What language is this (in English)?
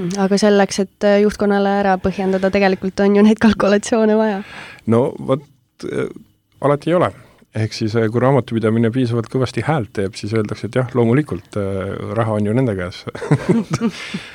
Estonian